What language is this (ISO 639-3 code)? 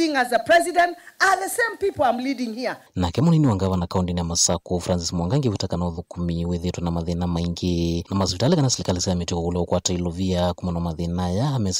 kam